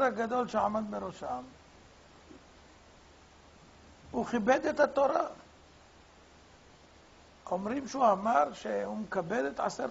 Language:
Hebrew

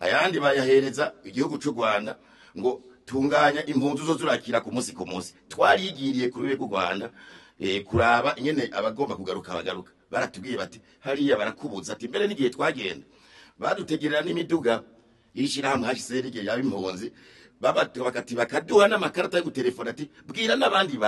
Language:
Rundi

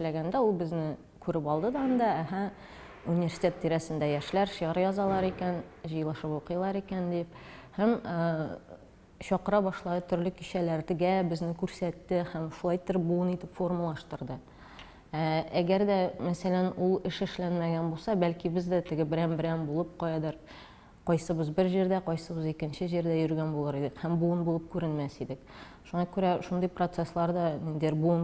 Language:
Tatar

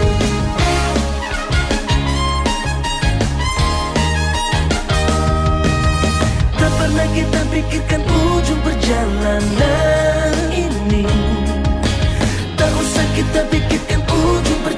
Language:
Indonesian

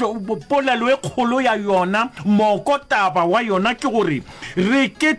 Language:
Venda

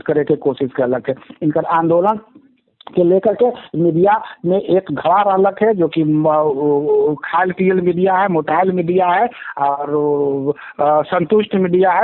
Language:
Magahi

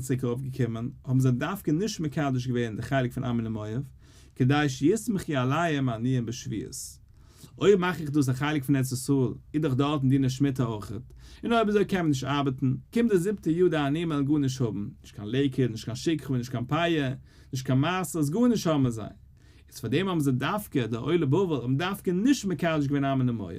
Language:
Yiddish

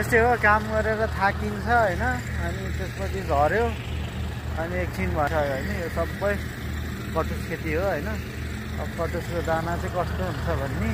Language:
Nepali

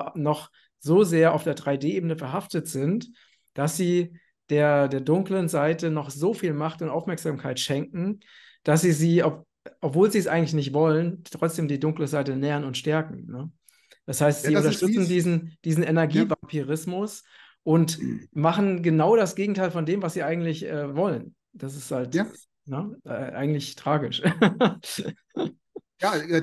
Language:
German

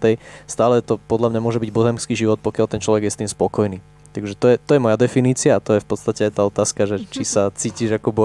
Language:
Slovak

